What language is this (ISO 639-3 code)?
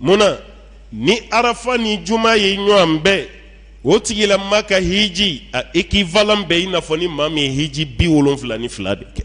bam